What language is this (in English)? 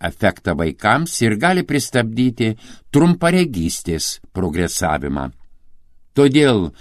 Lithuanian